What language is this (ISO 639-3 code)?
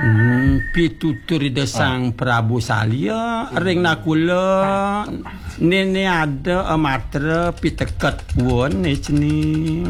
ban